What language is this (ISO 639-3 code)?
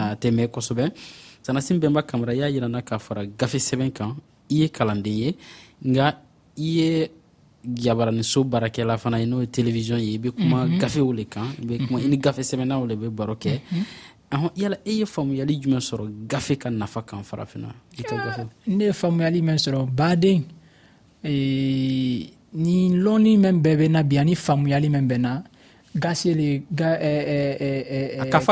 dyu